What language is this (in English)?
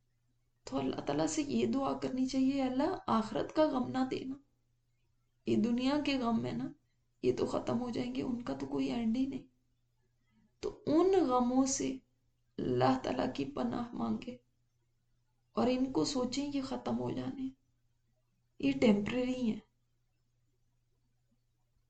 Urdu